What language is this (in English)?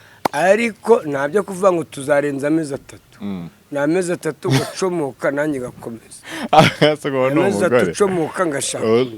Kinyarwanda